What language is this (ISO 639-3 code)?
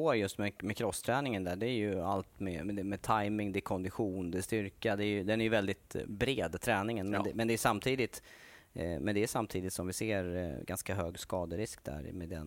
swe